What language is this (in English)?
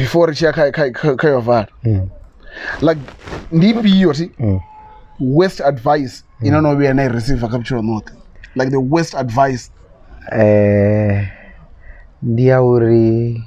Venda